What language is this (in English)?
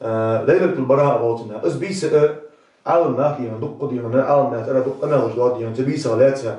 Ingush